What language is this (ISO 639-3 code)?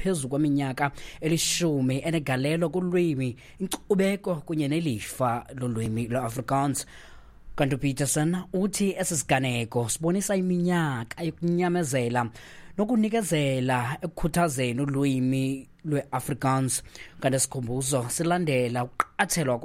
xho